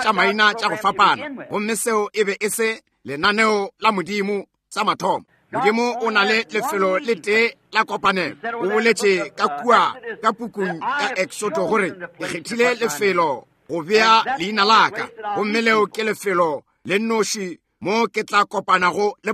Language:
Northern Sotho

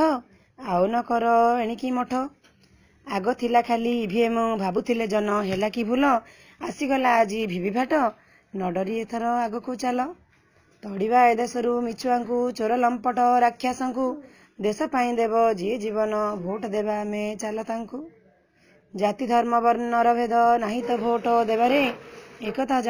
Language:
Odia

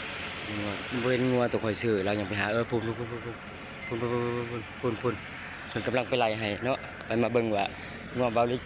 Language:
Lao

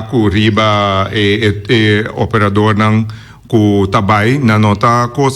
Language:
Papiamento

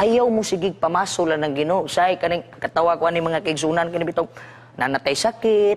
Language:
Cebuano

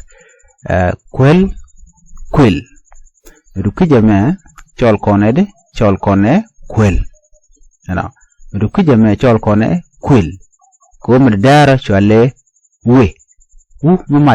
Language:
Nuer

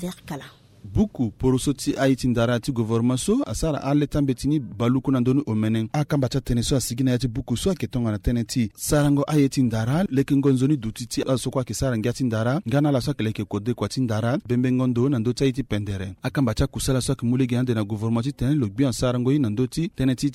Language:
Sango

